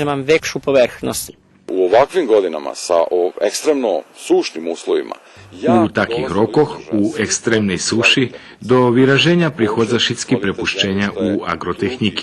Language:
Rusyn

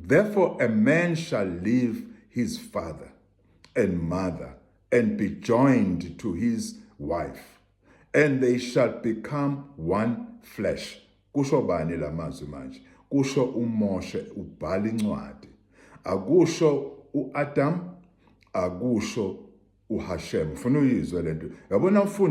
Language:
Zulu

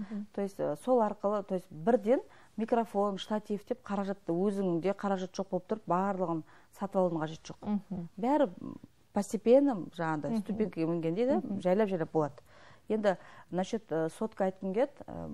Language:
Kazakh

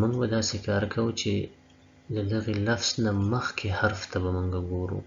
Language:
Pashto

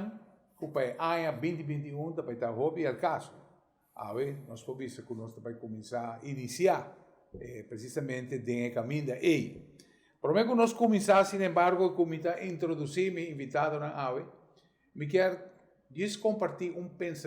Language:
Papiamento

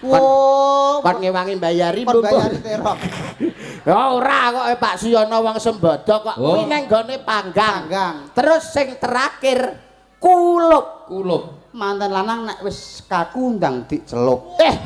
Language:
Javanese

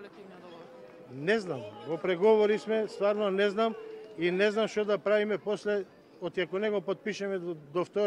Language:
Macedonian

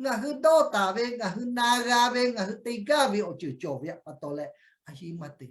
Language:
Lahu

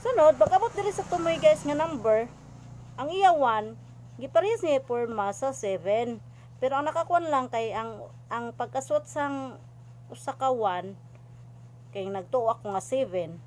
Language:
Cebuano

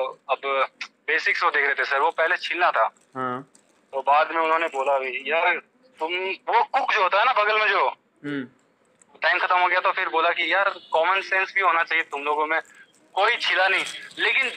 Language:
Hindi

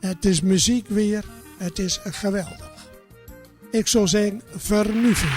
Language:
Gronings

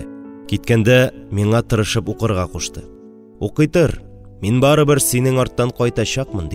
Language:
Tatar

